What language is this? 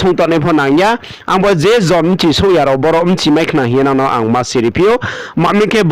Riang (India)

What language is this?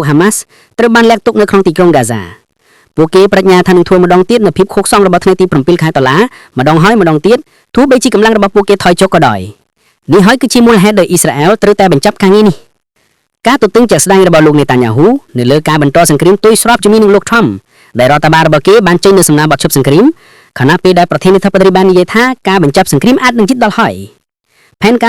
Khmer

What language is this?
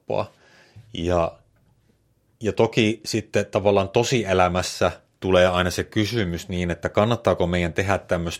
Finnish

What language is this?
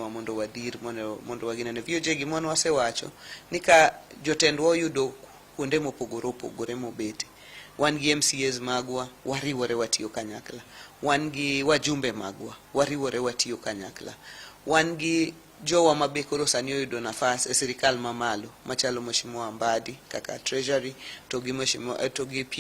Luo (Kenya and Tanzania)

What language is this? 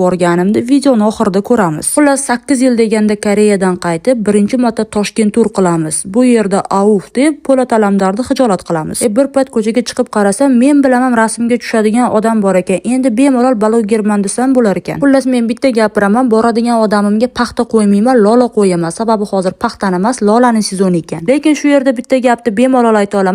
Uzbek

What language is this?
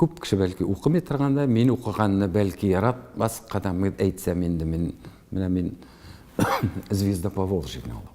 Tatar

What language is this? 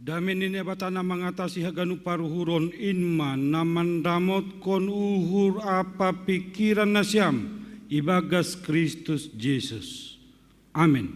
Batak Simalungun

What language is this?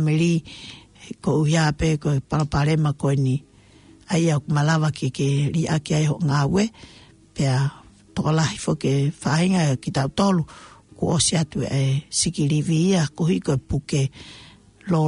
Tongan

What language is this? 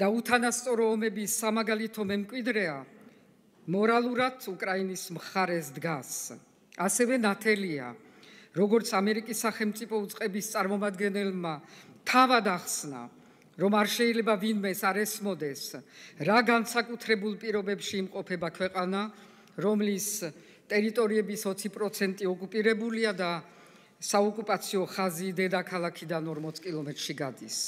Georgian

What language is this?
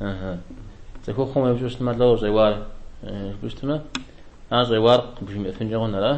Kabardian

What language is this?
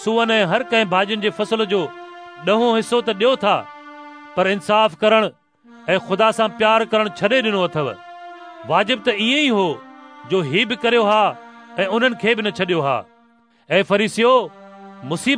Sindhi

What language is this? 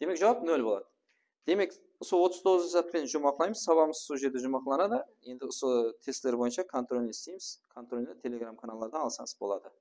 Kara-Kalpak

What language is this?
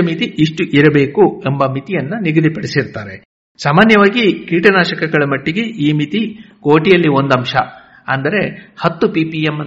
Kannada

